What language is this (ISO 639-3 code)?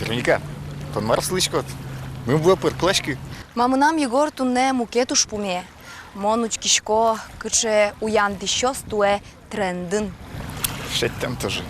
udm